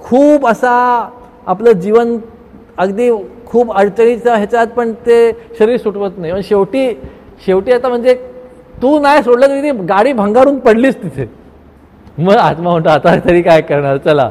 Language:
Marathi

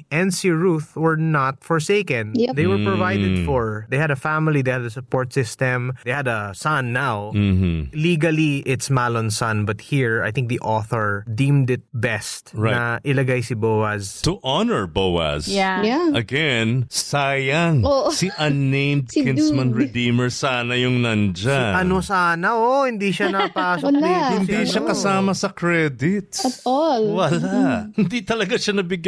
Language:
Filipino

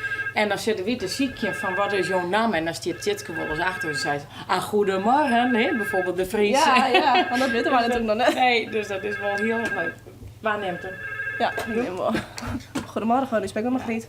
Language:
Western Frisian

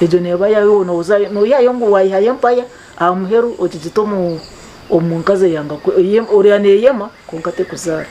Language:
Nyankole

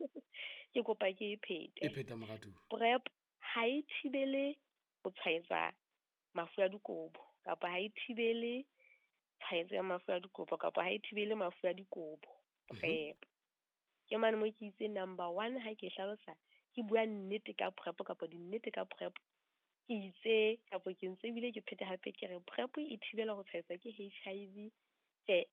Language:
Southern Sotho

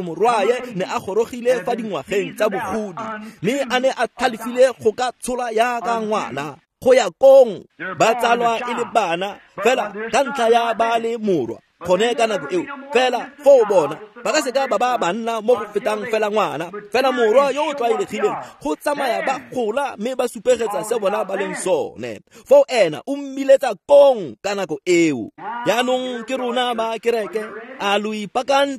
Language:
Tswana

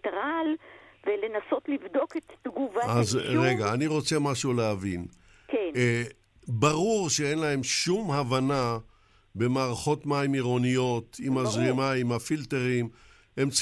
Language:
Hebrew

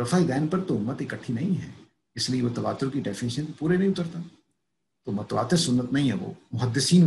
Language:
Urdu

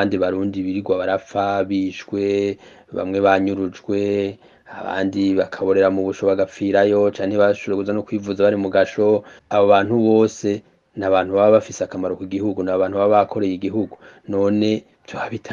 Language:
Rundi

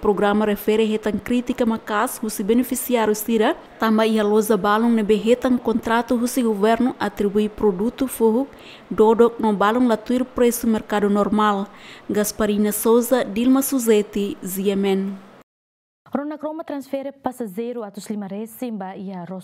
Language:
Tetum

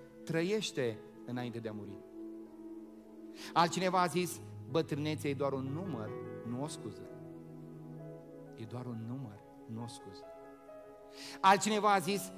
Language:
Romanian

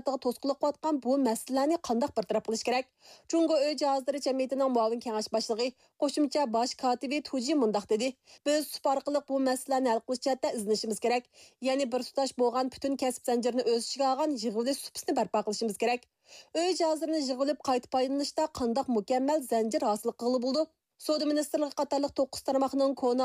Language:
Uyghur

